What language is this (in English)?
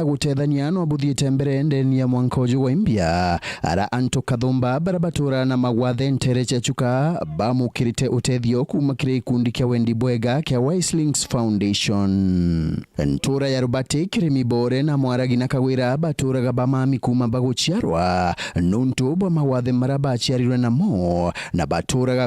Meru